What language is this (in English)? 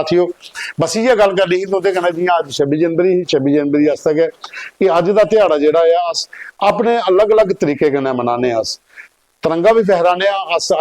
Dogri